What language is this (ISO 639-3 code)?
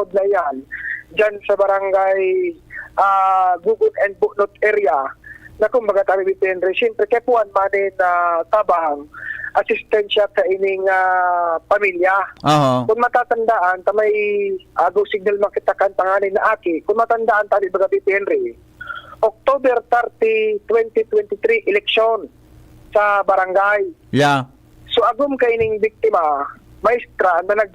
bik